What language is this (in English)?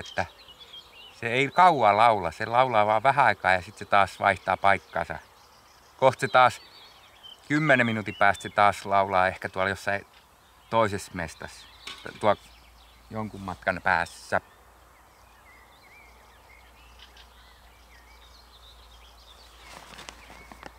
Finnish